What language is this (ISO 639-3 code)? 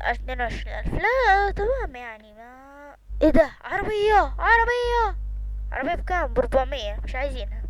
arz